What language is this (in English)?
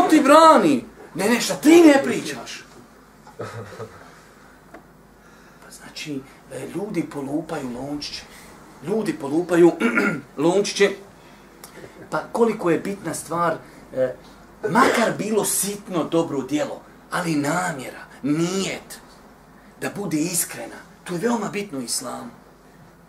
Bosnian